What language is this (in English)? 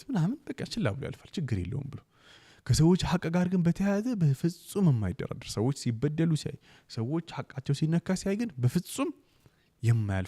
Amharic